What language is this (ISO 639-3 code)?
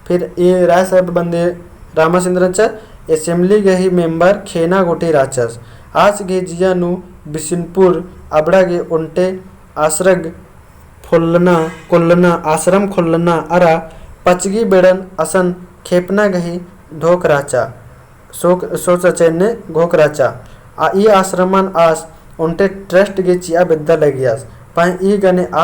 kru